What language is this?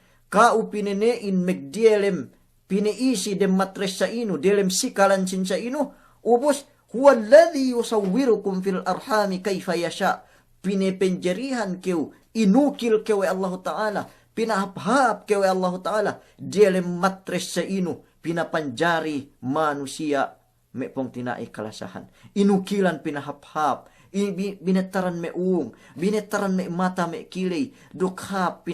Yakan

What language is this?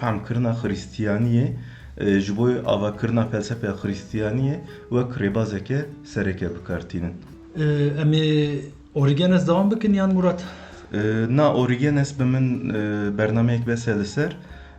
Kurdish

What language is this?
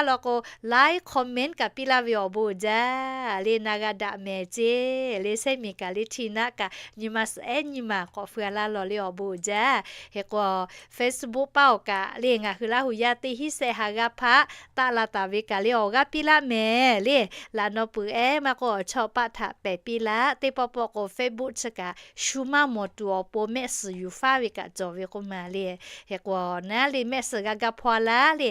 Lahu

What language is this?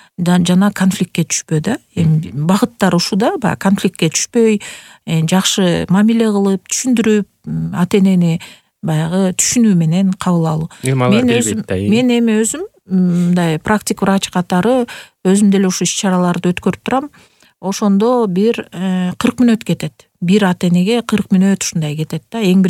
Kyrgyz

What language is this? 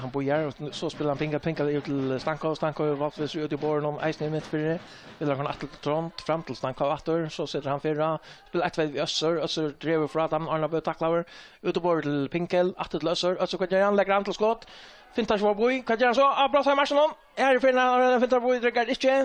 Faroese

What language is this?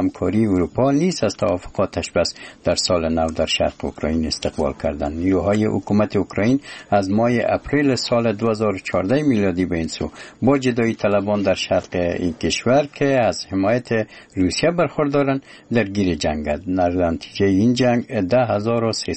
Persian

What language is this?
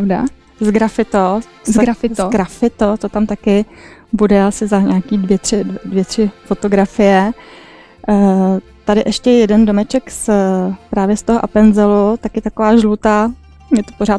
Czech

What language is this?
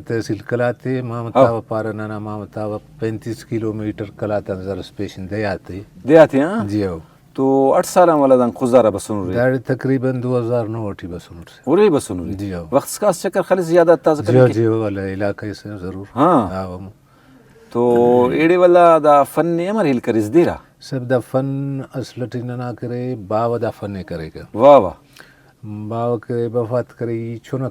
Brahui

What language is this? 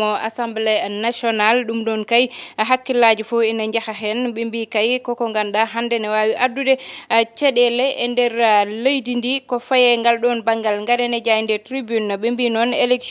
Fula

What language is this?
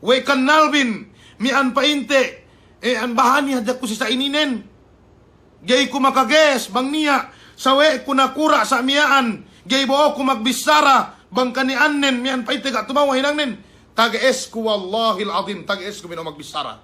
Yakan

